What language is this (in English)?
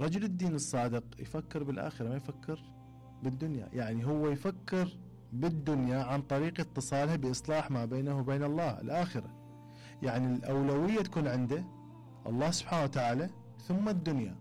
Mesopotamian Arabic